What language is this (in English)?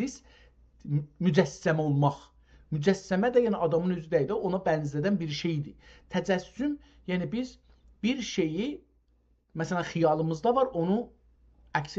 South Azerbaijani